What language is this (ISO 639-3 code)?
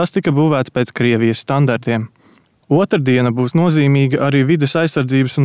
lav